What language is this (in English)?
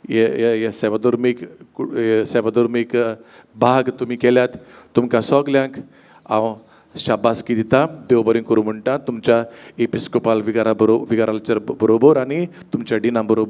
Konkani